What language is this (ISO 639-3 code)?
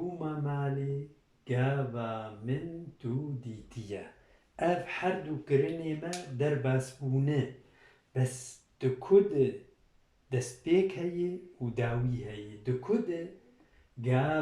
kur